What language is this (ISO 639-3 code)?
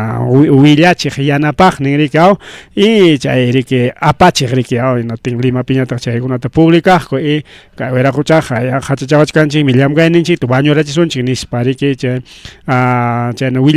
quy